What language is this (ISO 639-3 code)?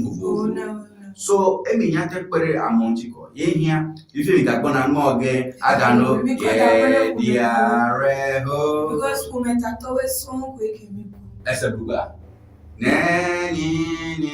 ewe